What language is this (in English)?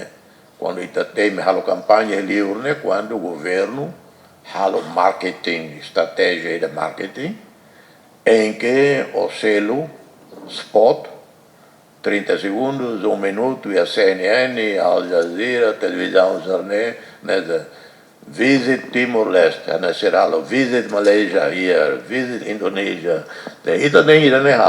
Tetum